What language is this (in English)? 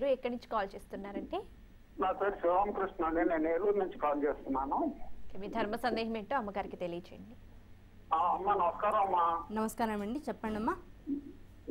Telugu